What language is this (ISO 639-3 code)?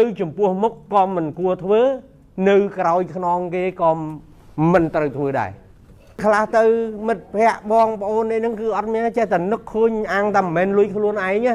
khm